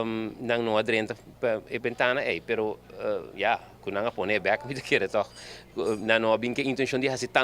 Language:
Papiamento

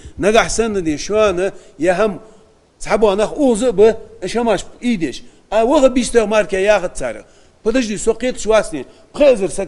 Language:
Ingush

